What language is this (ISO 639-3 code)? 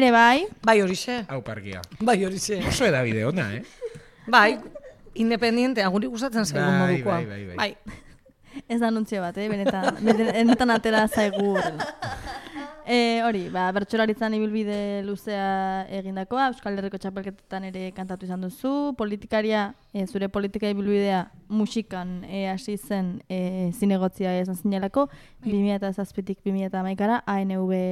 eus